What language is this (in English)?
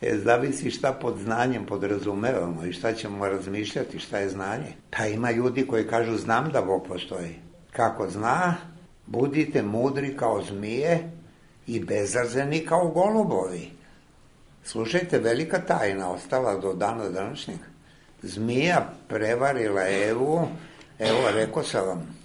Serbian